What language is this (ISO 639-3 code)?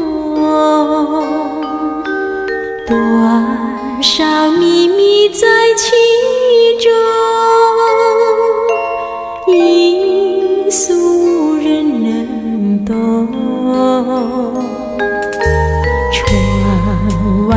zho